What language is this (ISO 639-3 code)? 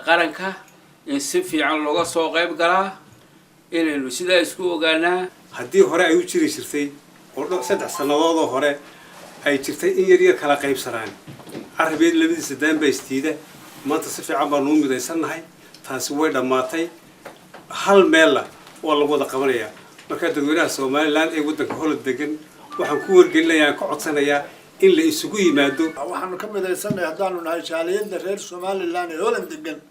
som